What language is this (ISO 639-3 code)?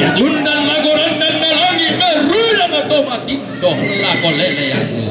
sda